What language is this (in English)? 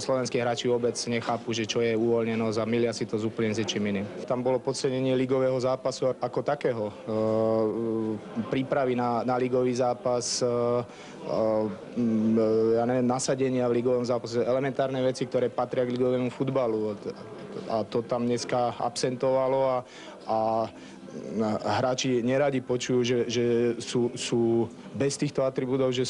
Slovak